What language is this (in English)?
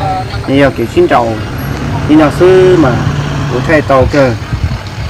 Hmong